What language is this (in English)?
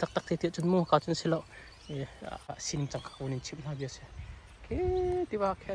Hakha Chin